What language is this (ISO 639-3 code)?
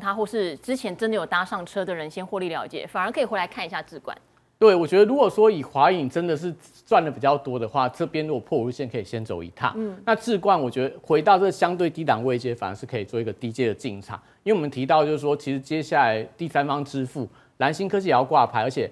zho